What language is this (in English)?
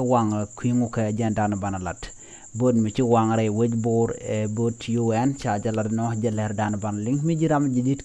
Nuer